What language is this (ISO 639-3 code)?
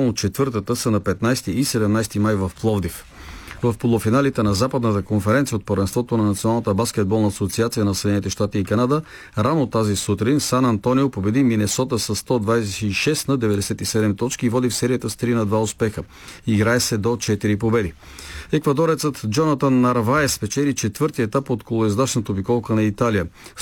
bul